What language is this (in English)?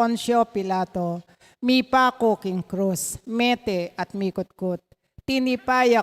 Pampanga